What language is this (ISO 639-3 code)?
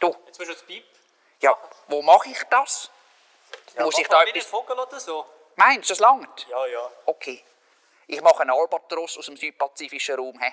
gsw